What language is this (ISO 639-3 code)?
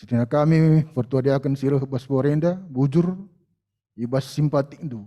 btx